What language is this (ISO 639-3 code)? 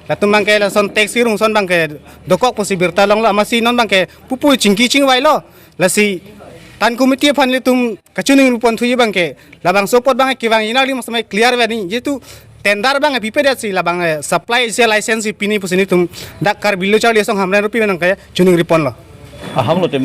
mjw